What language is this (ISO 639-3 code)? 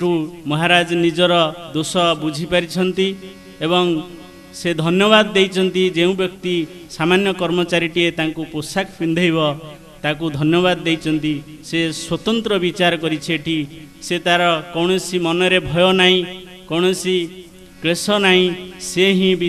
ori